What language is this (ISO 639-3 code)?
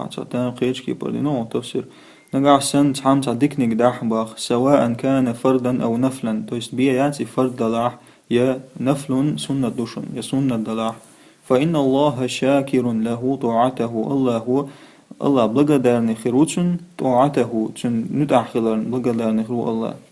che